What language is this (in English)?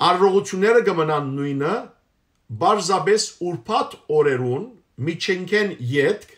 Western Armenian